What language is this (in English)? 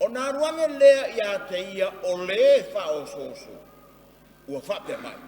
Samoan